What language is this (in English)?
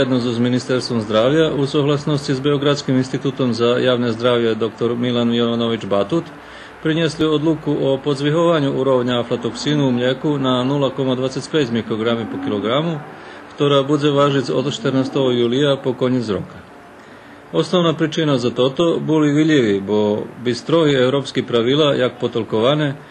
Rusyn